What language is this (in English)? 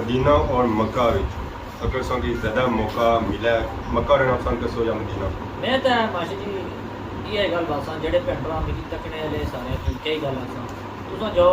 Pahari-Potwari